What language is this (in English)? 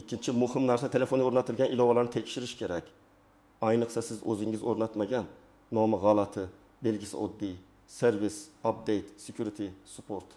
Uzbek